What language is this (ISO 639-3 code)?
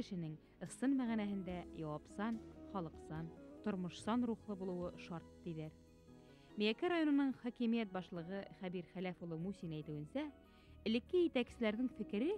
bak